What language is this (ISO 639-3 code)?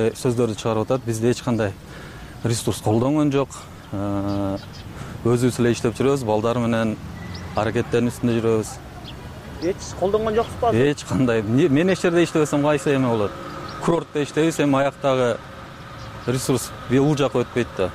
kir